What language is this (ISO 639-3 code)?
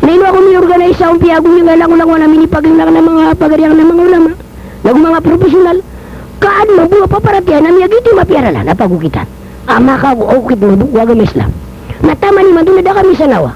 mrw